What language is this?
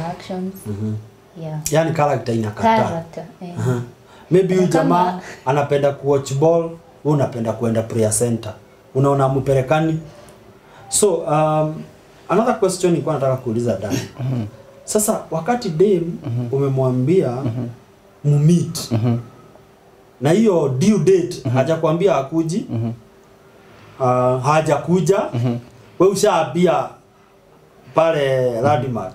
Swahili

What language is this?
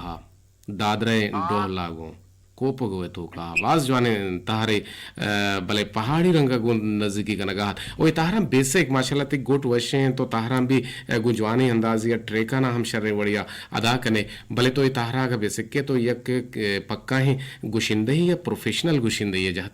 Eastern Balochi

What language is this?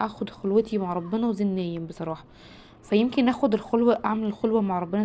Egyptian Arabic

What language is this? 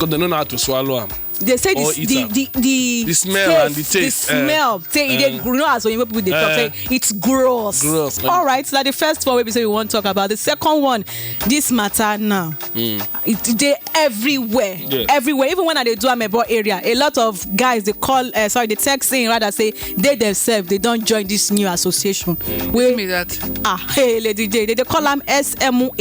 Nigerian Pidgin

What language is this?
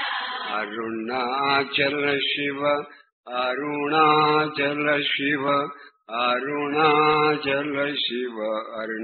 Telugu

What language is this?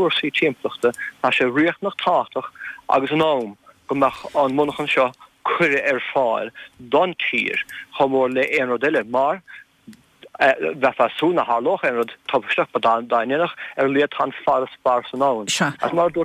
Irish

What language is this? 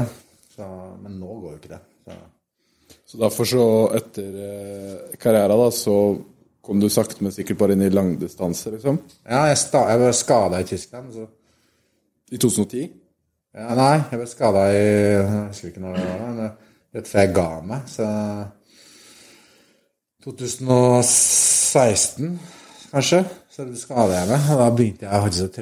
Norwegian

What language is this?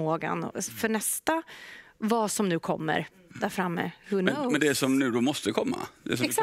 Swedish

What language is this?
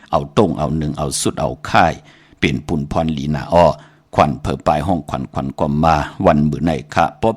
Shan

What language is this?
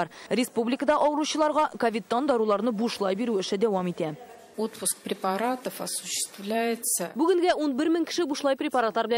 Tatar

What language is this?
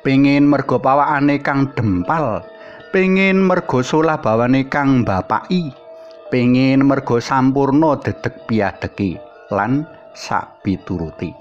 Javanese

